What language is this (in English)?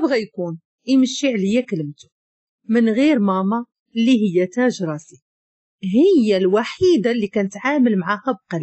Moroccan Arabic